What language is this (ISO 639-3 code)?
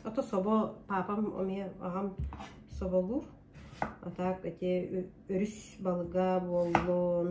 sah